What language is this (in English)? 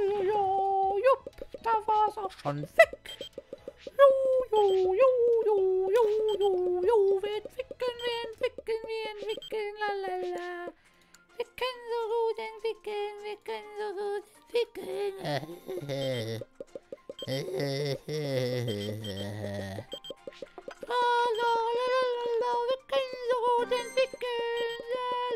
German